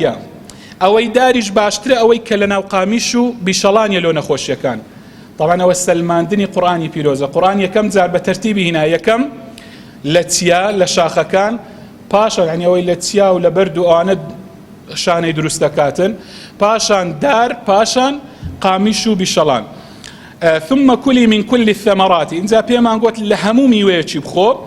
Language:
Central Kurdish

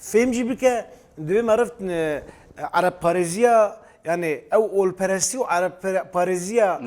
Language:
Kurdish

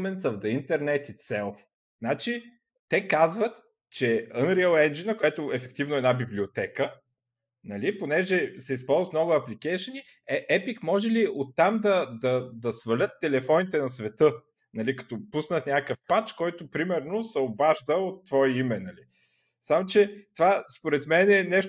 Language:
Bulgarian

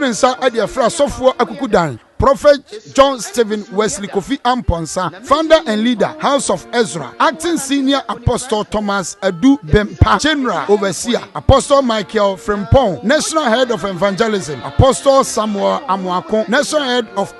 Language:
Akan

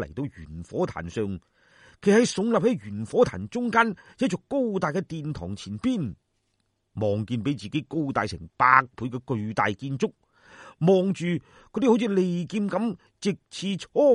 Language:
Cantonese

